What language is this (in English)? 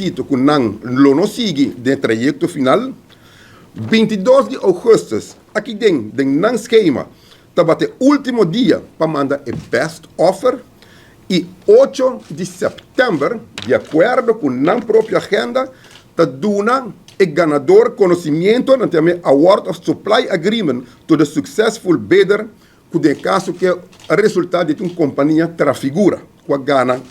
Papiamento